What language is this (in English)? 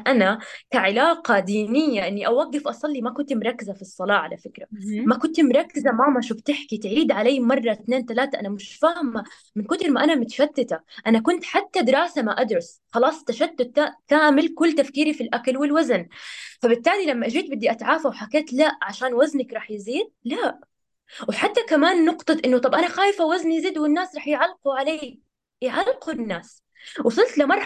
North Levantine Arabic